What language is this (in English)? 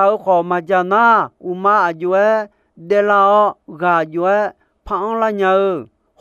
Akha